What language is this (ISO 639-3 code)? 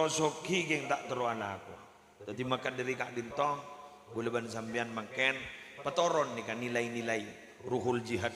mad